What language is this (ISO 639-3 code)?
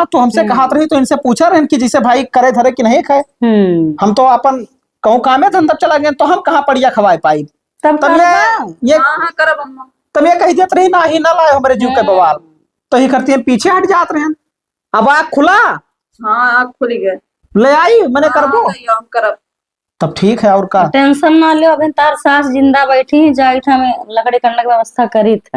awa